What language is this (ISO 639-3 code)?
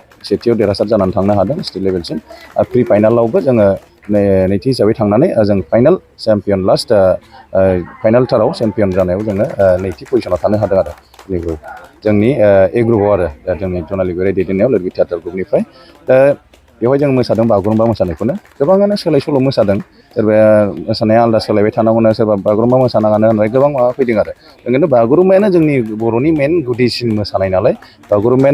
brx